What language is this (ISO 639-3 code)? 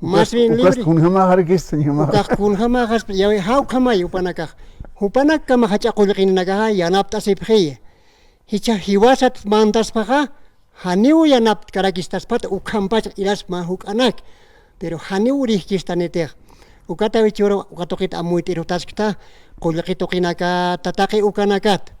aym